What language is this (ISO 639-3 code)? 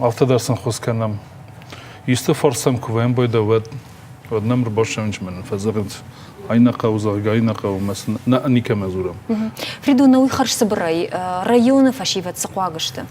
oss